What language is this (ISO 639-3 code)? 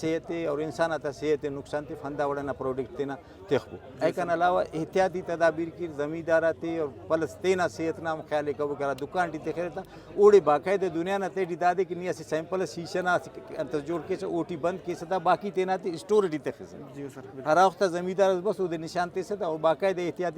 brh